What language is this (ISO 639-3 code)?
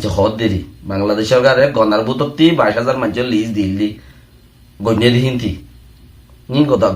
rhg